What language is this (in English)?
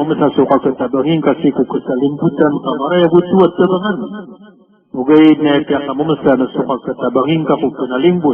Maranao